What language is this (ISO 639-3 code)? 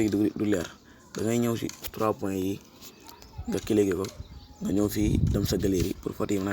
wol